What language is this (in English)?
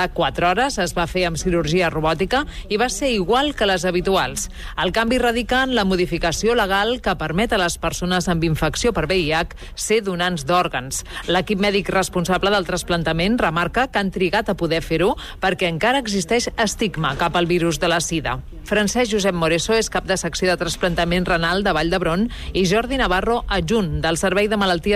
Catalan